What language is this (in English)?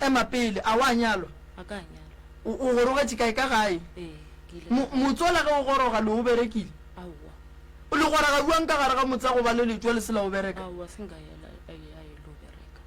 Northern Sotho